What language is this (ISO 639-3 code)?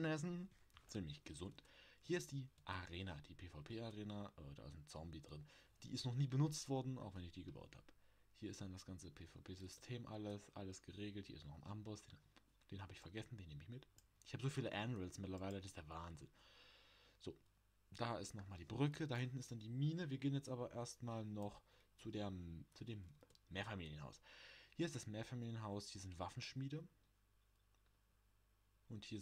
deu